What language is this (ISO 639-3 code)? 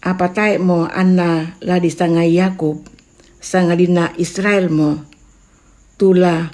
sda